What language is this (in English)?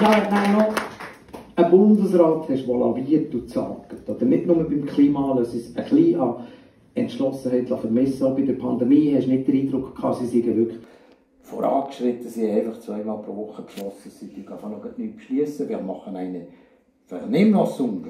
Swiss German